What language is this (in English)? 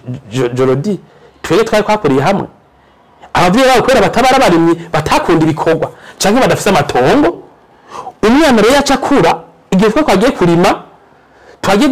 Rundi